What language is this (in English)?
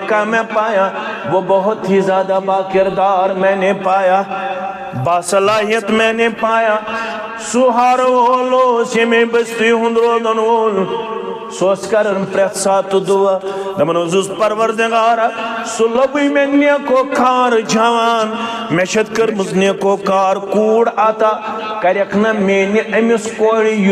Kashmiri